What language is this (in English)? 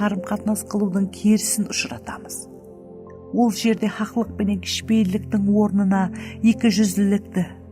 Kara-Kalpak